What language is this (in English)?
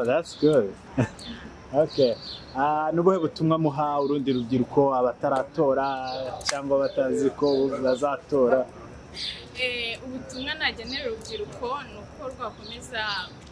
Kinyarwanda